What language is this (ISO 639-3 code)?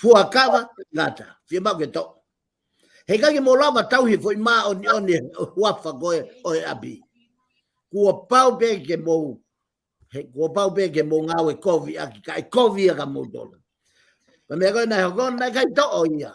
ton